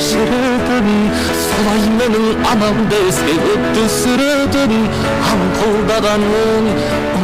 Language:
Kara-Kalpak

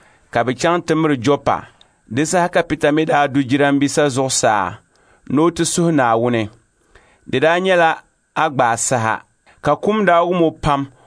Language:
Dagbani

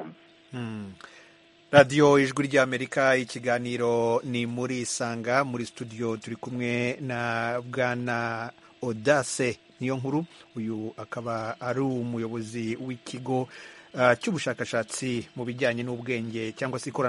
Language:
Kinyarwanda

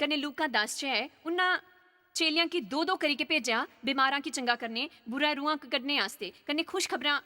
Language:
Dogri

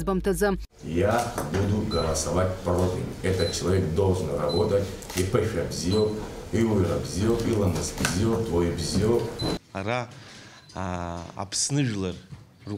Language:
Abkhazian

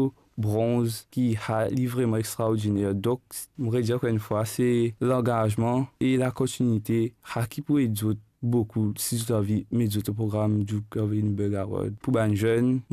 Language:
Morisyen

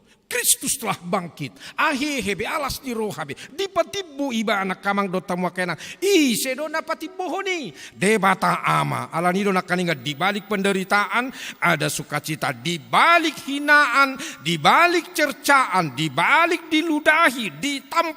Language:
Batak Toba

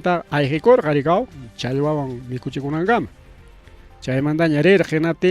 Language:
Ayacucho Quechua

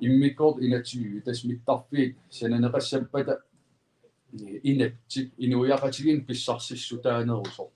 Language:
Kalaallisut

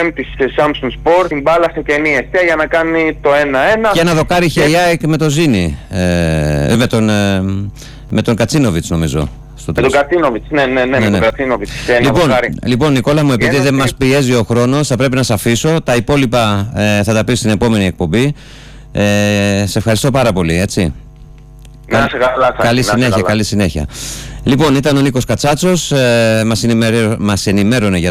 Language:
Greek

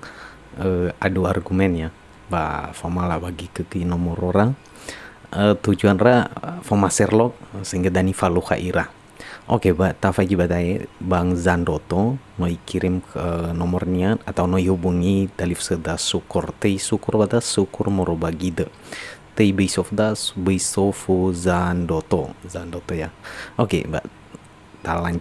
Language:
Nias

